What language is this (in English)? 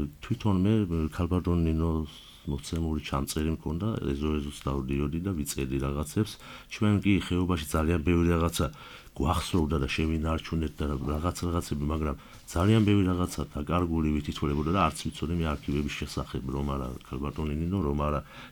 Georgian